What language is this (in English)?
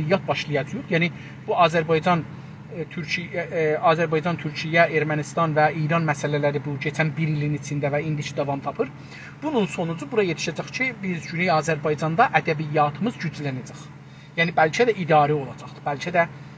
South Azerbaijani